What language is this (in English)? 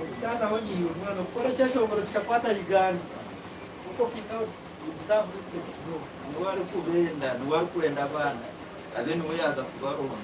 Nyankole